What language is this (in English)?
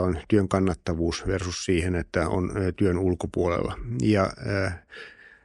Finnish